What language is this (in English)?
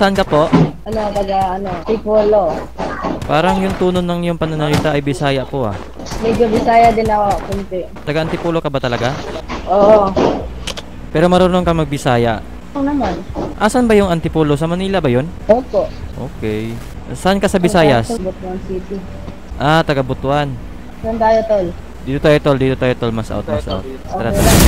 Filipino